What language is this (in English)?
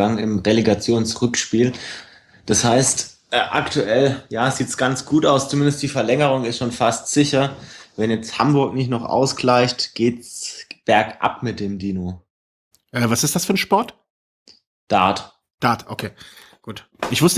German